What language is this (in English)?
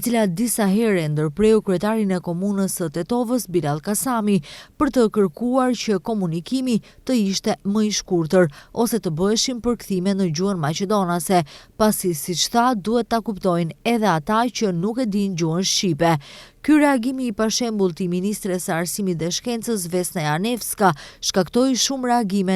Albanian